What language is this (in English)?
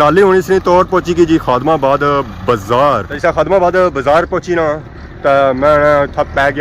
Pahari-Potwari